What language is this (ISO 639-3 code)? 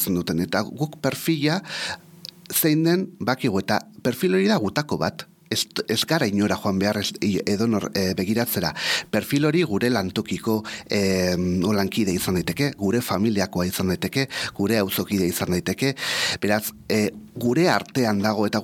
eus